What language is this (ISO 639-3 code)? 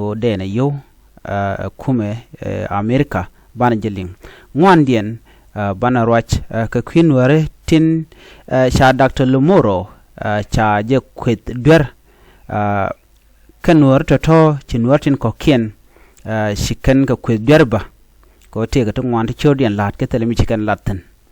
nus